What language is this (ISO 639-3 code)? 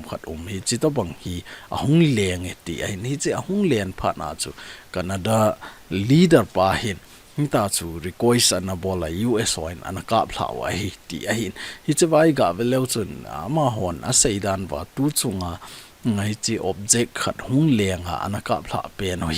tcz